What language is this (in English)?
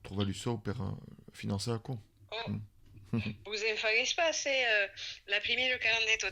Occitan